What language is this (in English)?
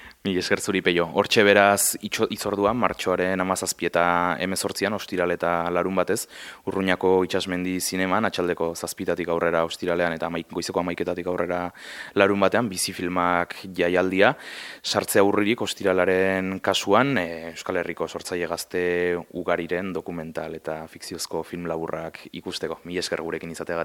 Basque